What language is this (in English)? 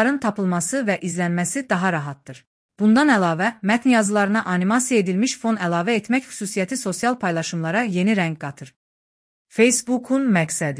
Azerbaijani